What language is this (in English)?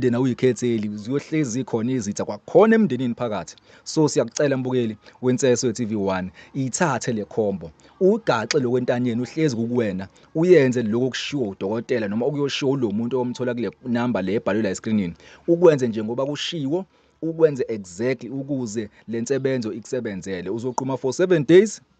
Zulu